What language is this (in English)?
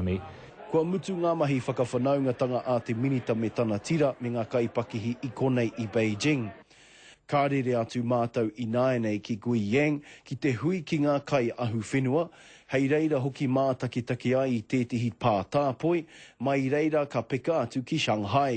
Māori